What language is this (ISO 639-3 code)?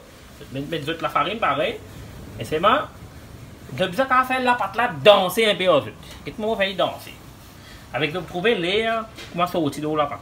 mfe